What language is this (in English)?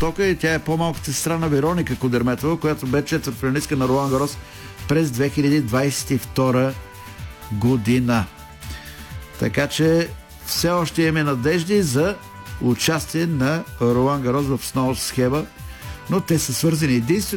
Bulgarian